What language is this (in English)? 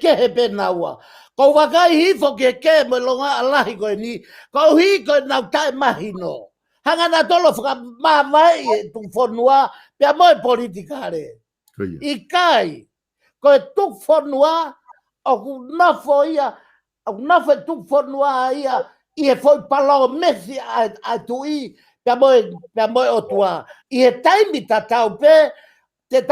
Tongan